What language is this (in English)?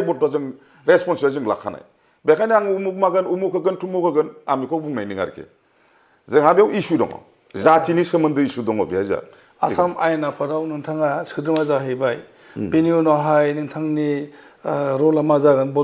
Bodo